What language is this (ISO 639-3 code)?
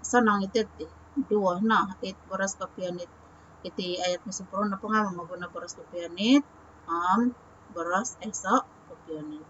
dtp